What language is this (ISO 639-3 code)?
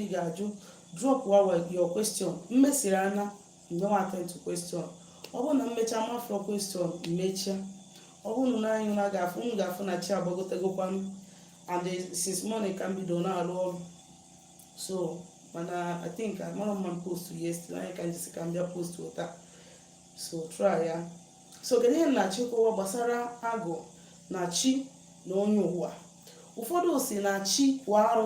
ibo